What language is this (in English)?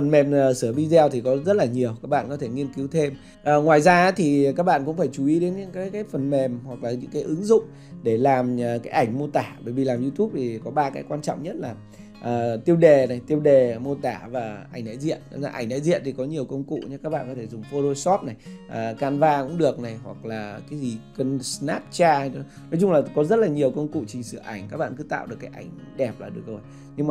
Vietnamese